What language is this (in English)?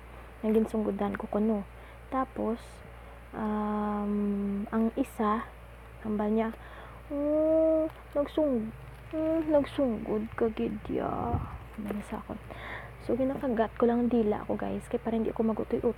Hiligaynon